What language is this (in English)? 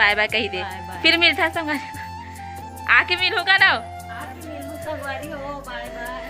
Chhattisgarhi